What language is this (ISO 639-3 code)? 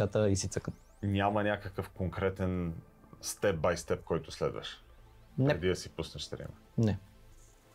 bul